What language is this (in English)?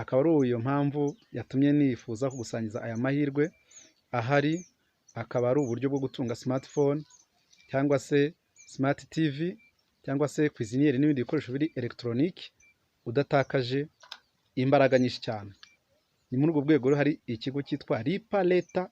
Kinyarwanda